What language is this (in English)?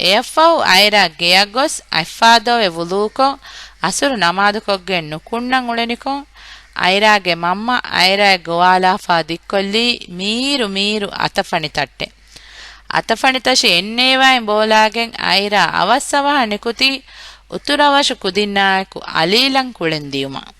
Divehi